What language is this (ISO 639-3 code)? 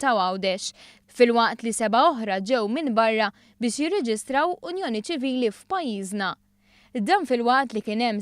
mlt